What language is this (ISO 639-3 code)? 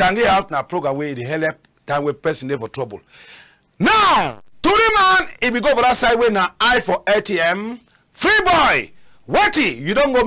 wes